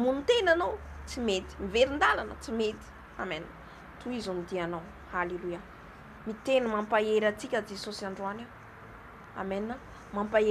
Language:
Malagasy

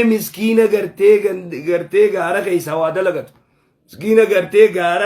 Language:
Oromo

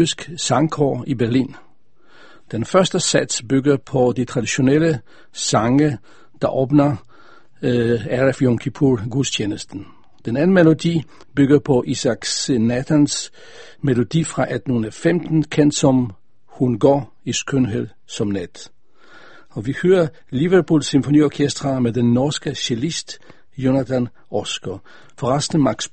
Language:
Danish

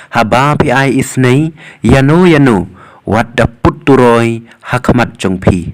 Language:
Khasi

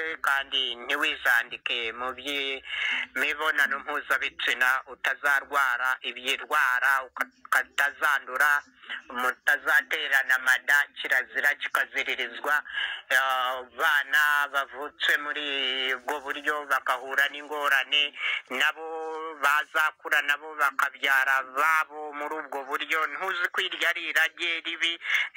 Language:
Kinyarwanda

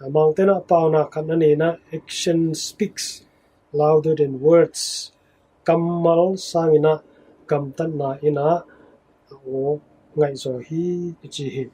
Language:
Tedim Chin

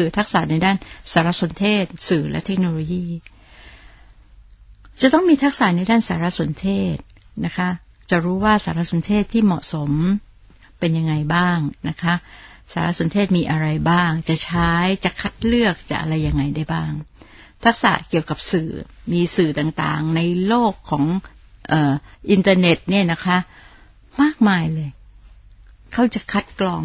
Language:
Thai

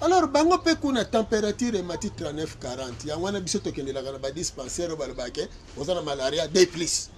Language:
Lingala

